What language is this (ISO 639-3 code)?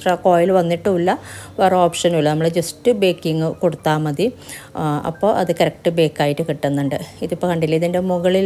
mal